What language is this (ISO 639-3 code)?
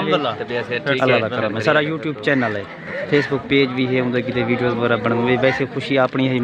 skr